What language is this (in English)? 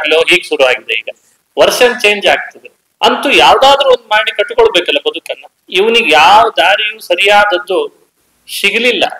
Kannada